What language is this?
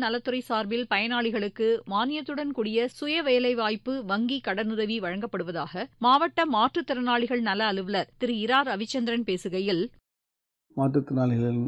Tamil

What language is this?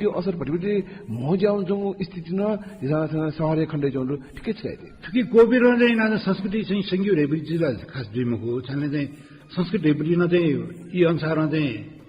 Newari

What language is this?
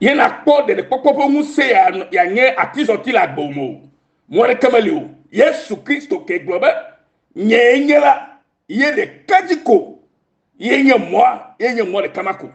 Ewe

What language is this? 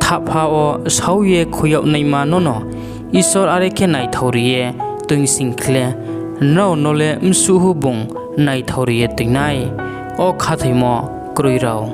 Riang (India)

